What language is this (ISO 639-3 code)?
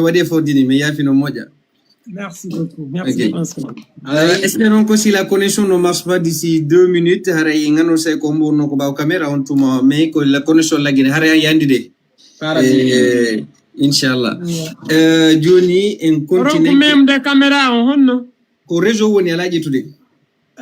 ful